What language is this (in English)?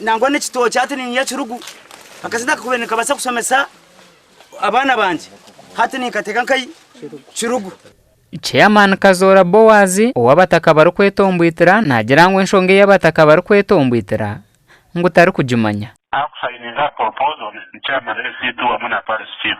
Nyankole